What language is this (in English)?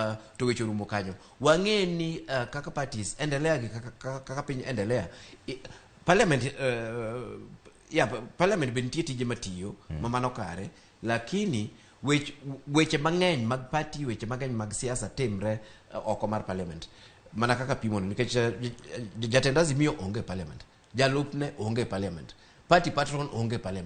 Luo (Kenya and Tanzania)